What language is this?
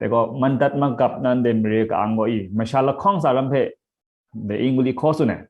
Kachin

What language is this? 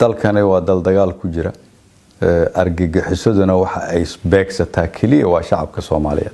Somali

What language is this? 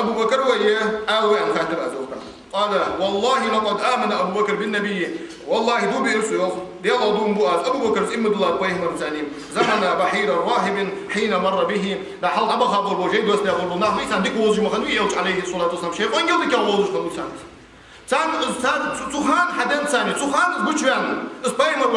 Ingush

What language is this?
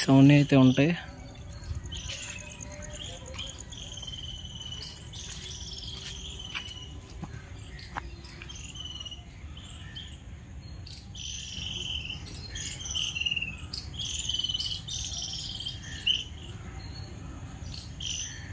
Telugu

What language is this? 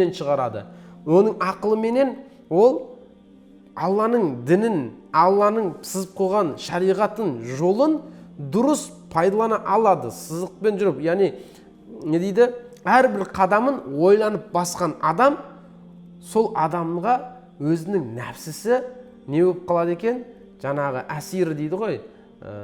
Kazakh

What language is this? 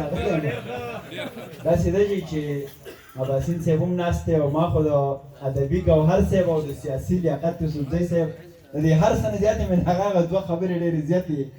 Pashto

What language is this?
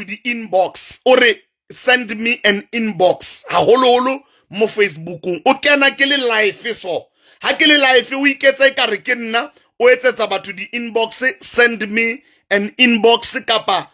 Southern Sotho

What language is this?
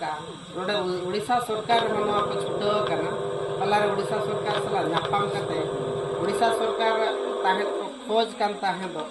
Santali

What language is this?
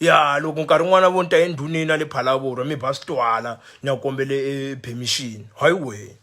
Tsonga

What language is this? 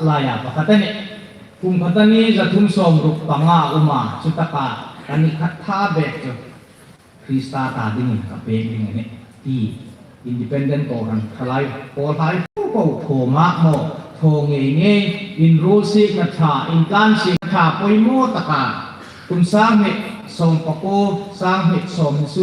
Hmar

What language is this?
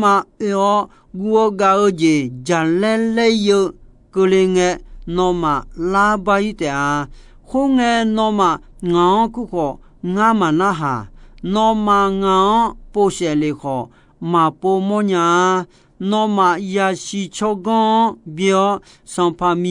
Akha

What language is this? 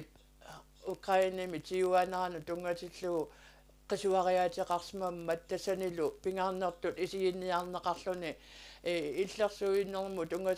Kalaallisut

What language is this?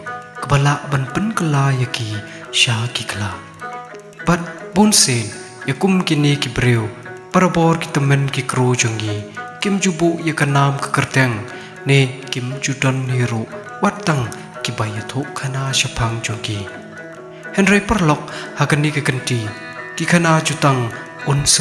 Khasi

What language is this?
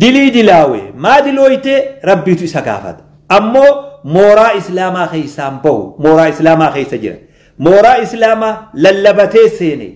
Oromo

